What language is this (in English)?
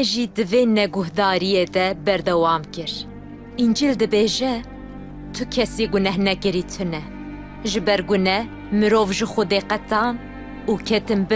Kurdish